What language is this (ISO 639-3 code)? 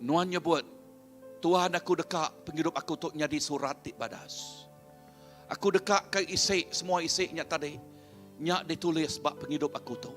iba